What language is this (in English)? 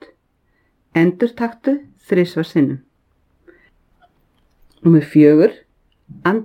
Icelandic